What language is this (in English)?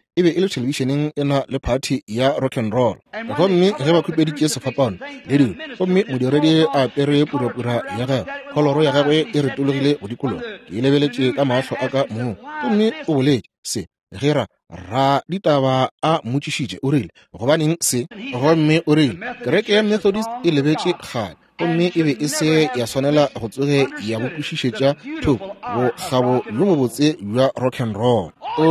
Northern Sotho